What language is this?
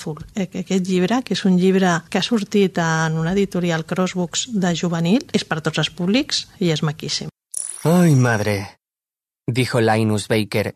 Catalan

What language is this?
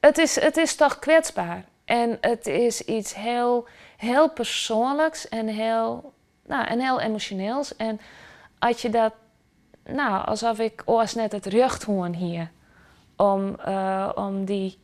Western Frisian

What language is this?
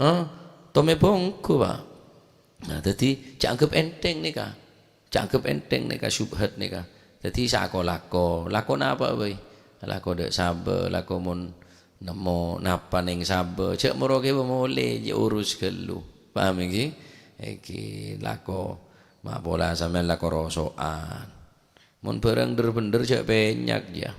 Madurese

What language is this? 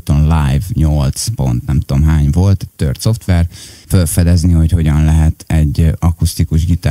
Hungarian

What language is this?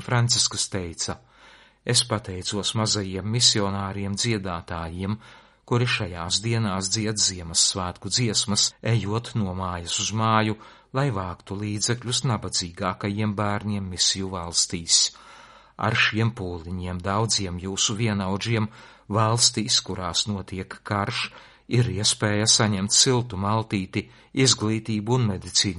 Latvian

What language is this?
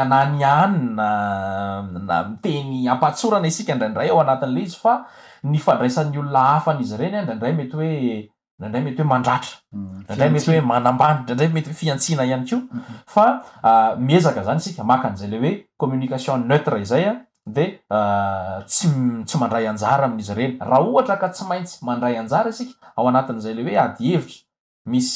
Malagasy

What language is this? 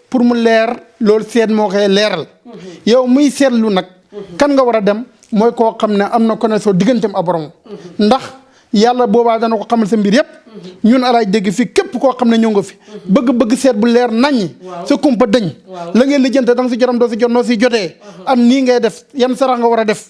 Wolof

